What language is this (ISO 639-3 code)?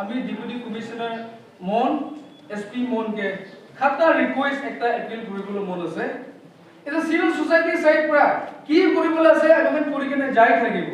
nag